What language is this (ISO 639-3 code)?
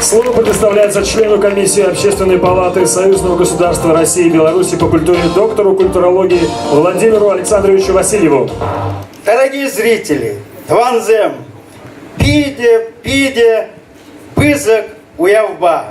chv